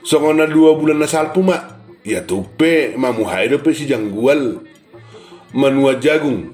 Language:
Batak Toba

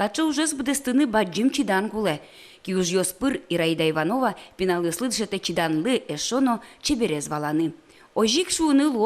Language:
Udmurt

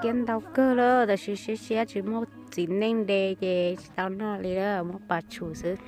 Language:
Hmong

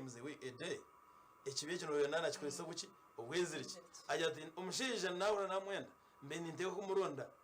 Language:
Nyankole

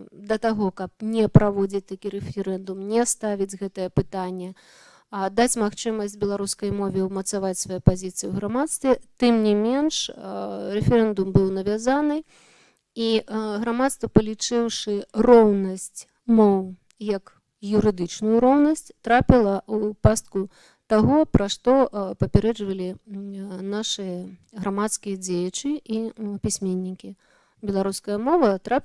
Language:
Belarusian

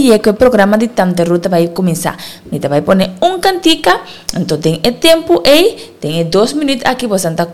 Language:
Papiamento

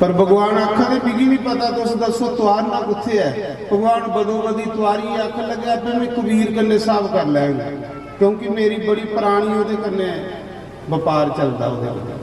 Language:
Dogri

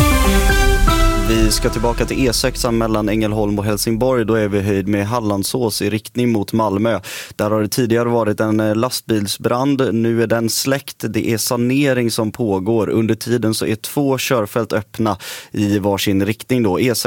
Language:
Swedish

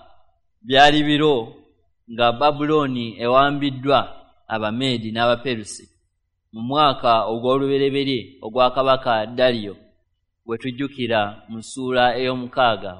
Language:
Ganda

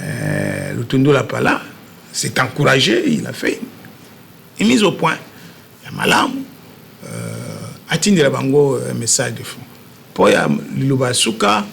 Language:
Lingala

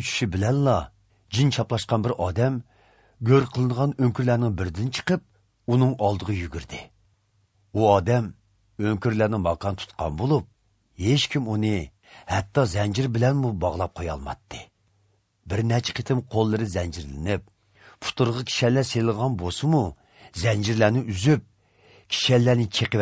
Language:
Uyghur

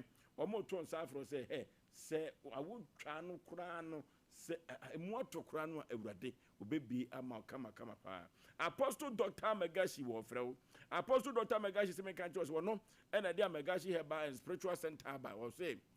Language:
Akan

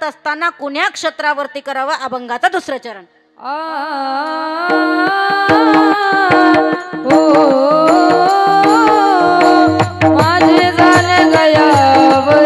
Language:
Marathi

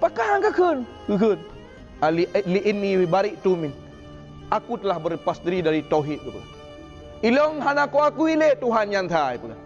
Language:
Achinese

